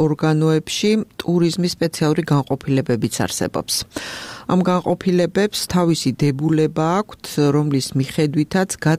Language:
Georgian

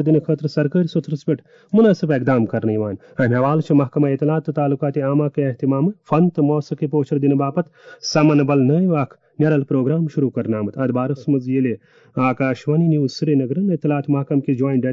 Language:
Kashmiri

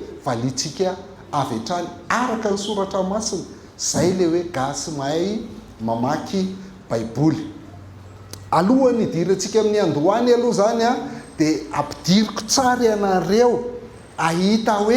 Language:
Malagasy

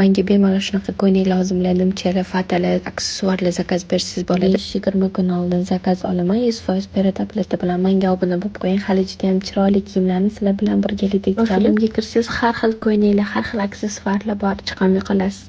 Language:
Uzbek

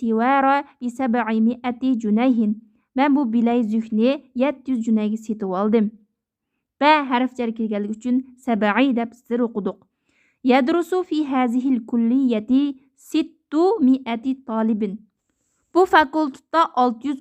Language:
Uyghur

